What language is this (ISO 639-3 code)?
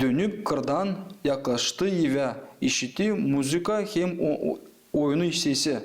gag